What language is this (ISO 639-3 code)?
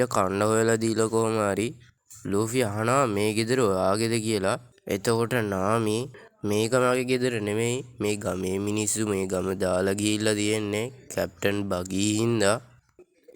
sin